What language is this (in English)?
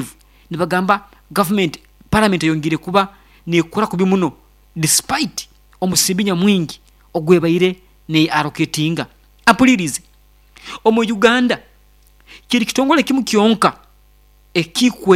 Nyankole